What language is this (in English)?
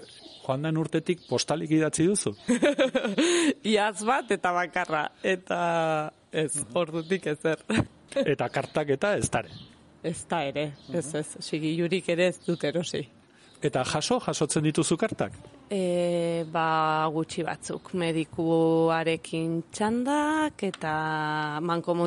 Basque